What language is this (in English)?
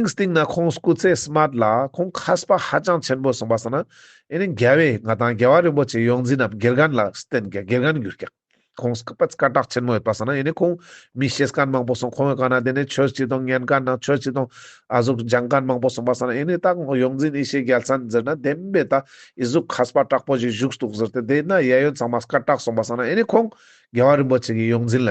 Ladakhi